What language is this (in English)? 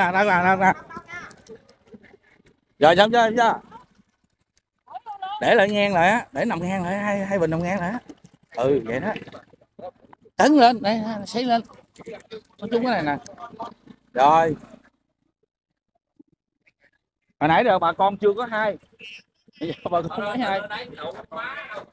Vietnamese